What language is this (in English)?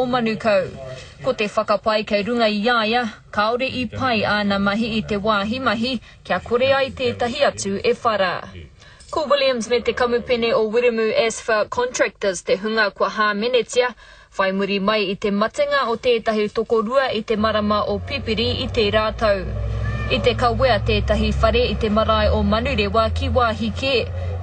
Māori